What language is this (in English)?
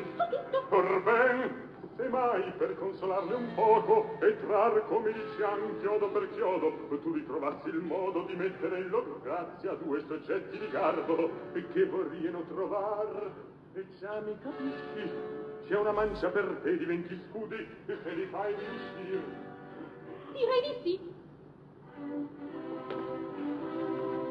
Italian